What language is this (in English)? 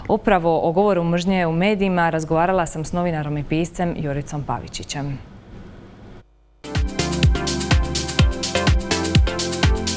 Croatian